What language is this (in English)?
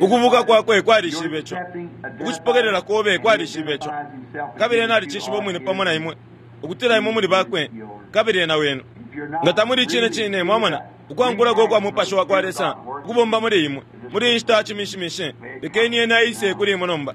Bemba